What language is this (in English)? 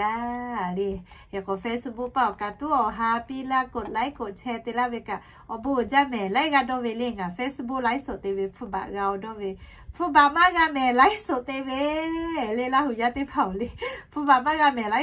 Lahu